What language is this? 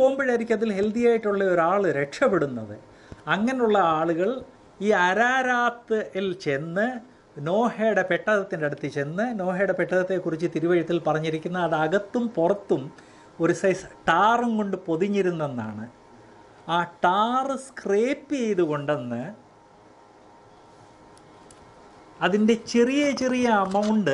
Malayalam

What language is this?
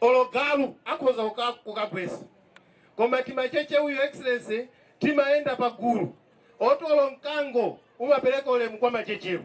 Nyanja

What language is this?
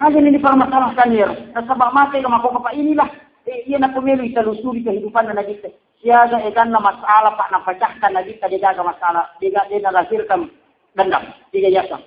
Buginese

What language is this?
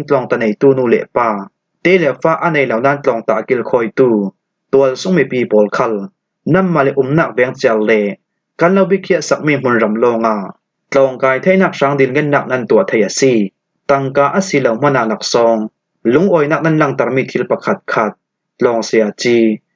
Falam Chin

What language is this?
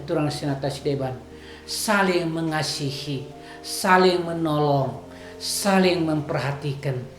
Batak Karo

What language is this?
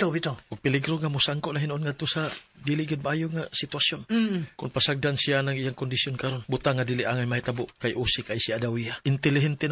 Cebuano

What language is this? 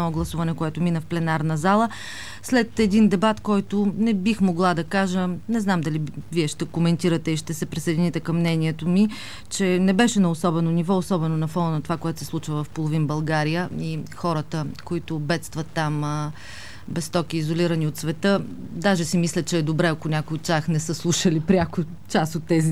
Bulgarian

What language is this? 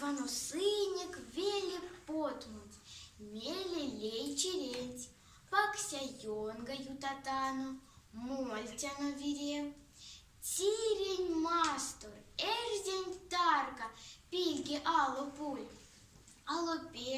Erzya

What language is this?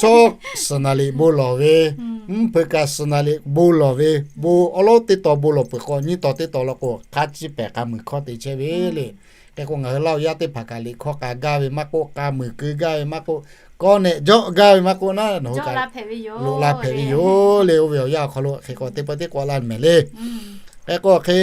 Lahu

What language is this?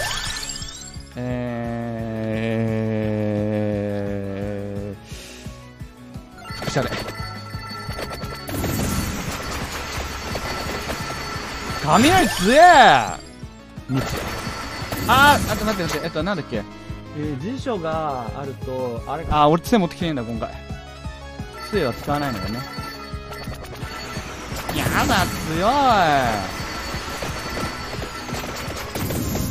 Japanese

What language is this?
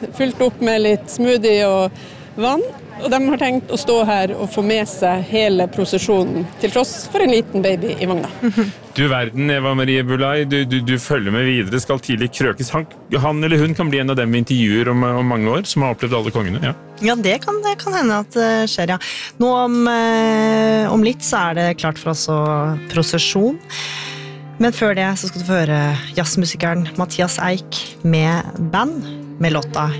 Norwegian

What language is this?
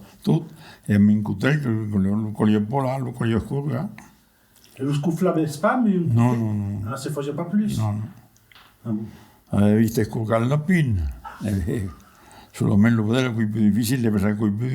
Occitan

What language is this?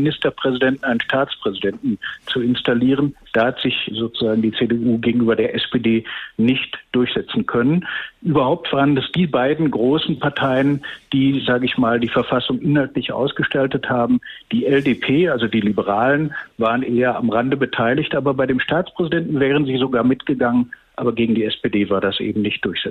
German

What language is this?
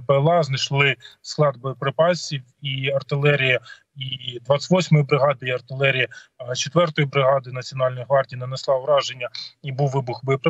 Ukrainian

